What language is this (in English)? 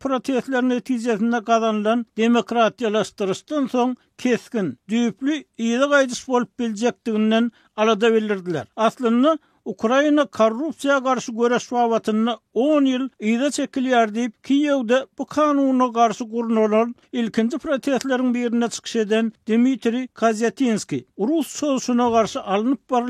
Turkmen